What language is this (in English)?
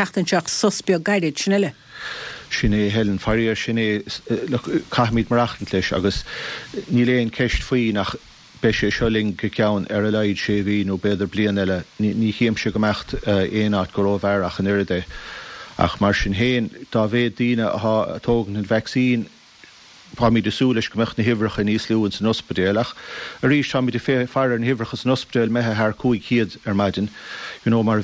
Irish